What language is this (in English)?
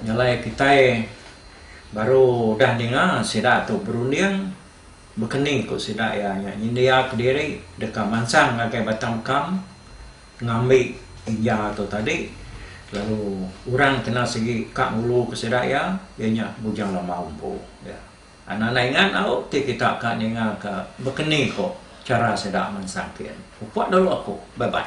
Iban